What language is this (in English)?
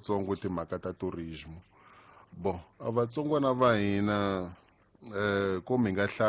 Tsonga